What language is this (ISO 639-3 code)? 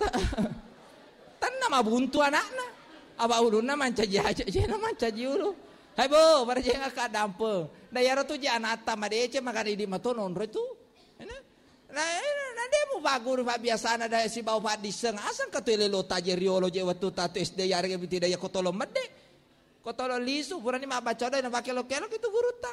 bug